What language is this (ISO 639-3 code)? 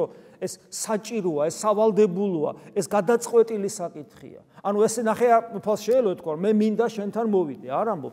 kat